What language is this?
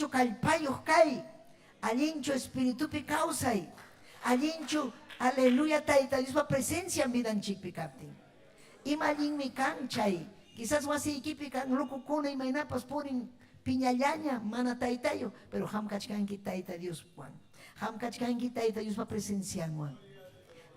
Ayacucho Quechua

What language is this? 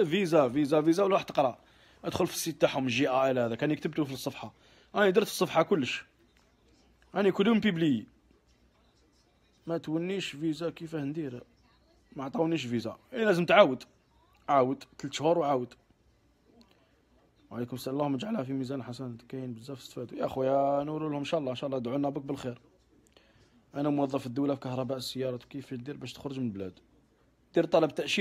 Algerian Arabic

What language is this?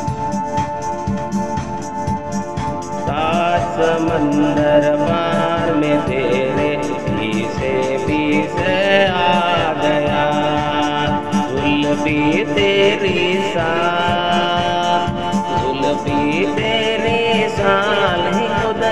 Hindi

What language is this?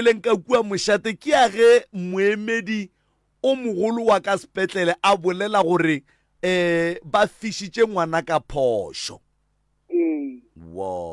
Northern Sotho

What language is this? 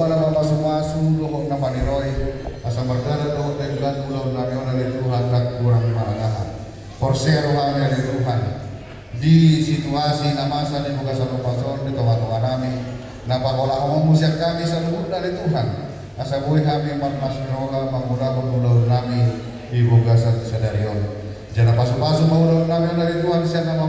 Batak Toba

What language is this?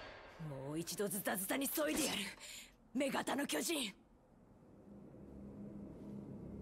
Japanese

